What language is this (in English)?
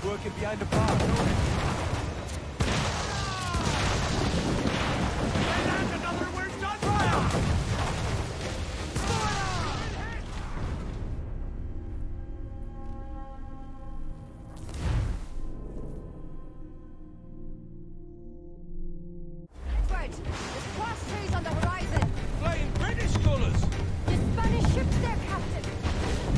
English